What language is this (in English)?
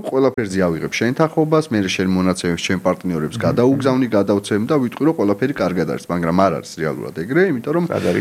Georgian